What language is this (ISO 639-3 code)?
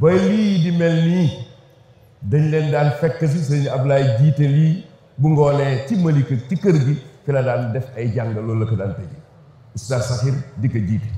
wol